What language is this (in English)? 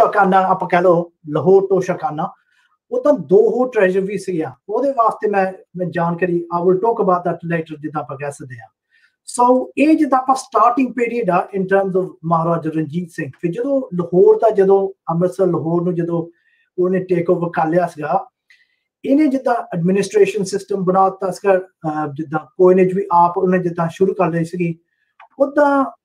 Punjabi